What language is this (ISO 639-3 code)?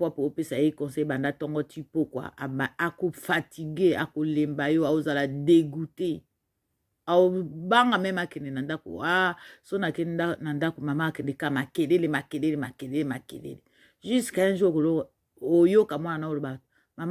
lin